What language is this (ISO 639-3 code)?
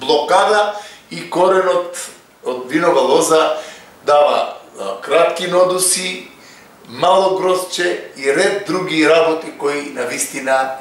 mkd